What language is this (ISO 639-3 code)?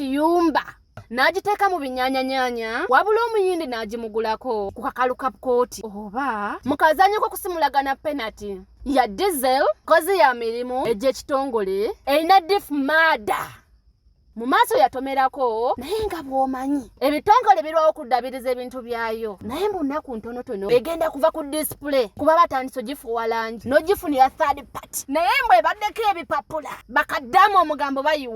lug